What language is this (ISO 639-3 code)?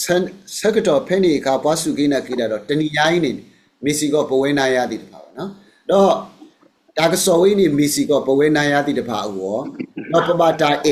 ksw